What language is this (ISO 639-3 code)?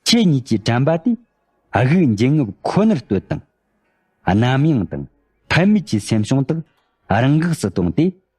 bod